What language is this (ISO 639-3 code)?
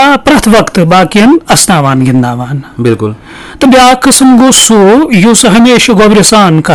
kas